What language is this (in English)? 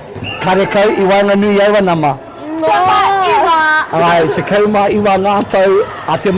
Māori